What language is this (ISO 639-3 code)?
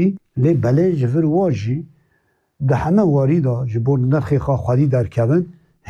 kur